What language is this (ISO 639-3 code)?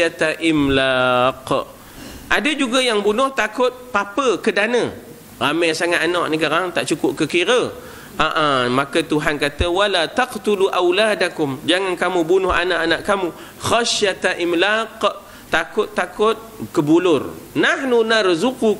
msa